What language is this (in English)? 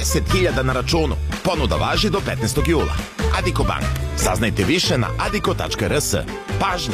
Serbian